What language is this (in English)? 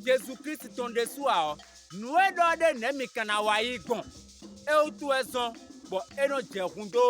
Fon